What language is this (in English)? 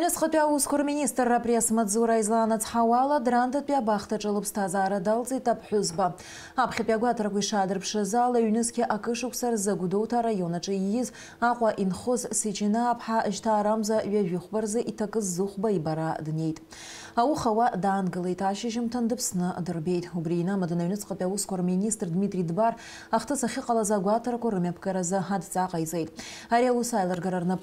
Abkhazian